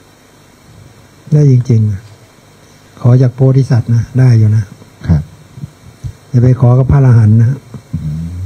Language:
Thai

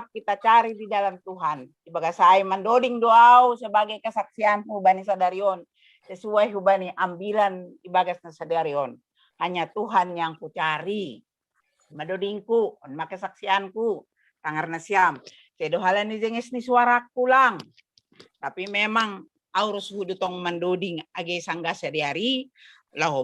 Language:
Batak Simalungun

